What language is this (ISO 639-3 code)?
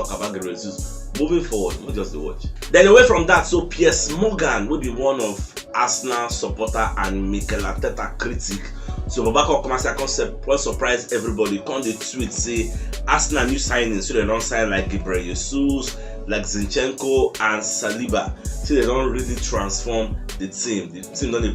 pcm